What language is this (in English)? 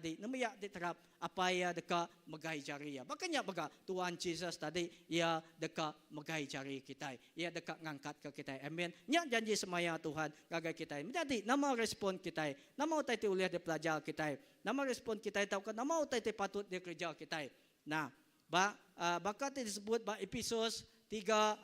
Iban